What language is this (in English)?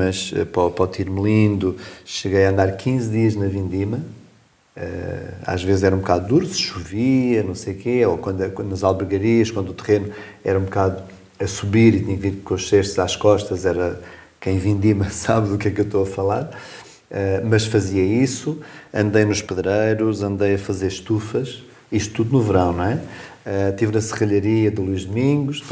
Portuguese